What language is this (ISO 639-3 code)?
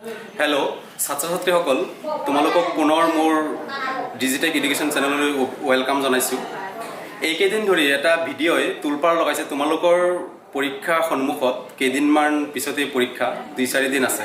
asm